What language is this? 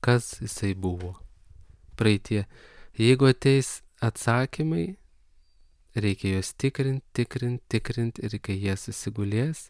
Lithuanian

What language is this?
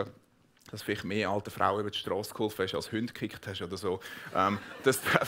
Swiss German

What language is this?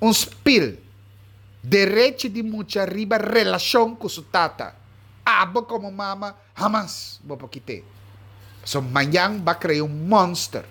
Papiamento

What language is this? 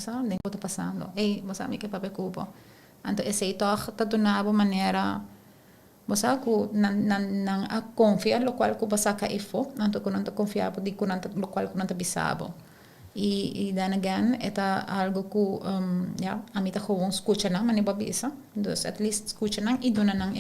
Papiamento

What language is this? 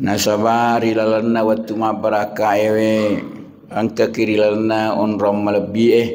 Buginese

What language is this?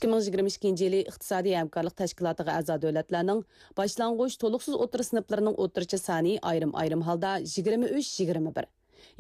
Uyghur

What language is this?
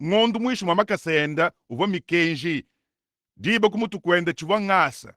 Luba-Lulua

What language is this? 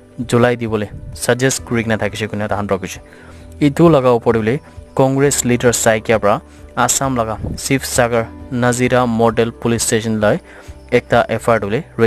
Naga Pidgin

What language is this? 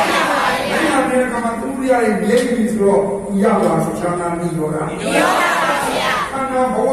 Burmese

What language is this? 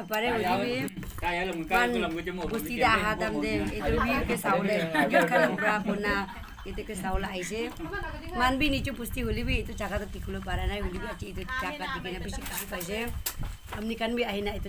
Naga Pidgin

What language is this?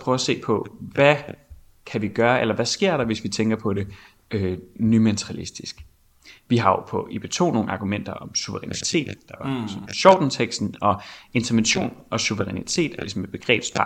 Danish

